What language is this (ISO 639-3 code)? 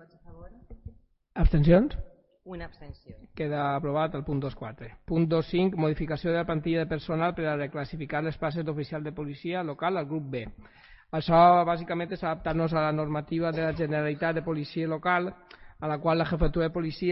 cat